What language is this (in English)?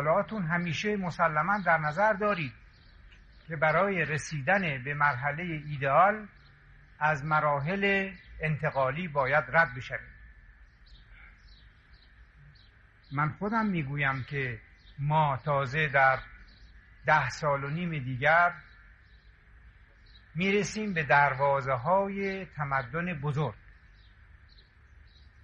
Persian